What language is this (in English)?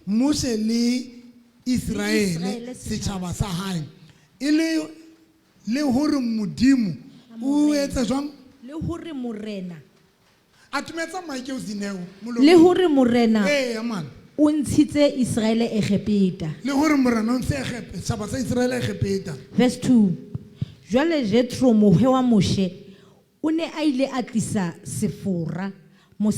Southern Sotho